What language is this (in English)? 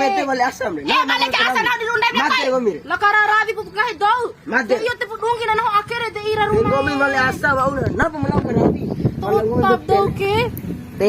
Bima